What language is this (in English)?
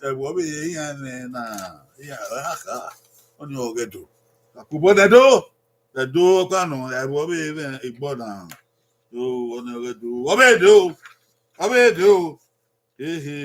Bini